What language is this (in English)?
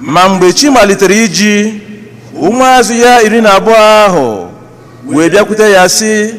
Igbo